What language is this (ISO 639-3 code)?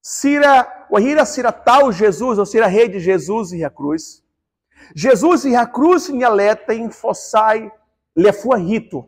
tet